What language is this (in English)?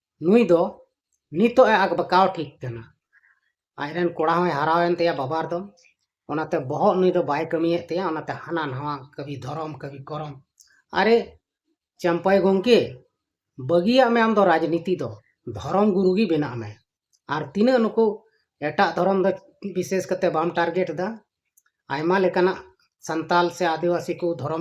Santali